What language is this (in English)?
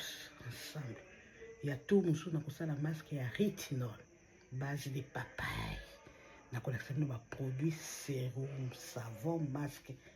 Lingala